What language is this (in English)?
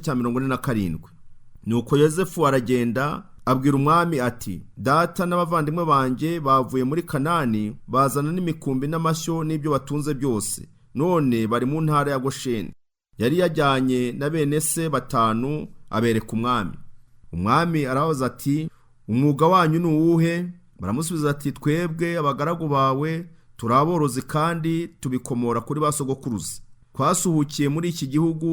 Kinyarwanda